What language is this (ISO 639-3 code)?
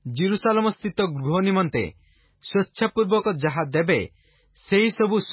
ori